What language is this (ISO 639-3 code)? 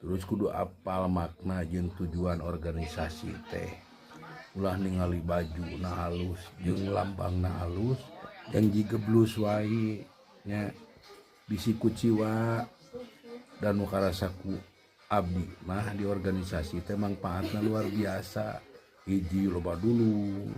sun